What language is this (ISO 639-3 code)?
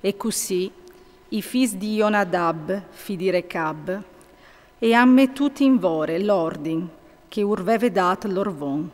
fur